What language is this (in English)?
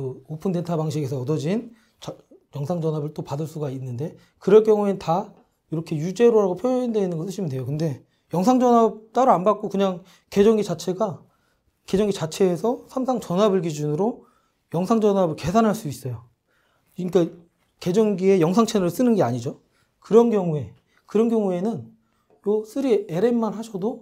Korean